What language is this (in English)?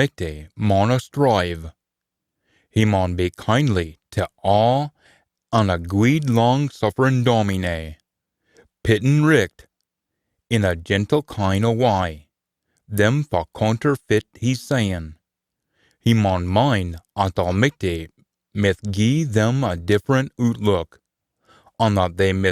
Scots